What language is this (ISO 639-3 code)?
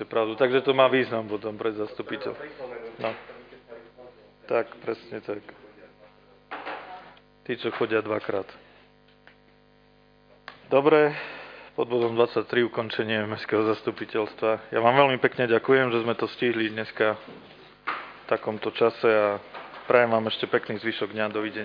slk